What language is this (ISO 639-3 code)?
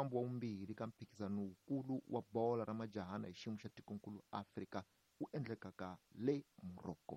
tso